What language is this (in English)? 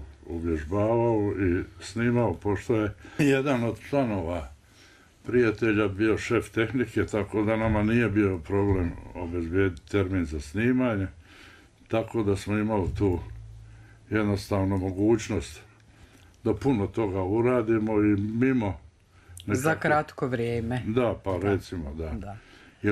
Bosnian